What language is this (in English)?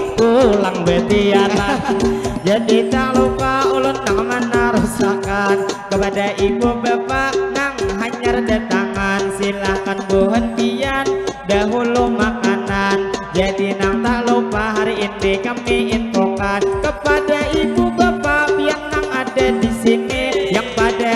Banjar